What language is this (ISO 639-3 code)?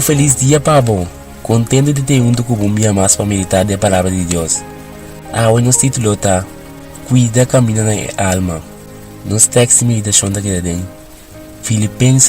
pap